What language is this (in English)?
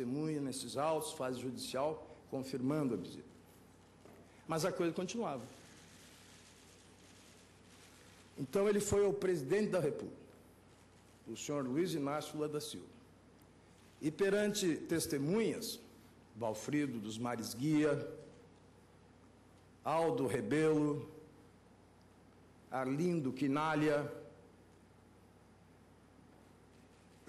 Portuguese